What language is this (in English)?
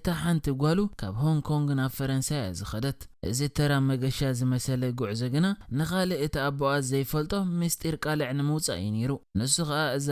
Tigrinya